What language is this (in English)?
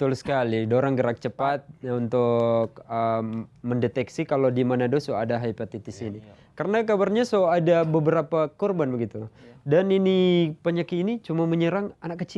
Manado Malay